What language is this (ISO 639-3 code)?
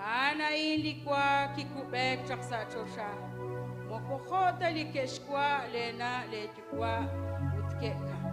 kek